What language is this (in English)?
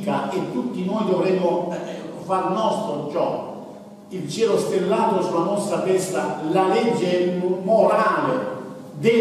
Italian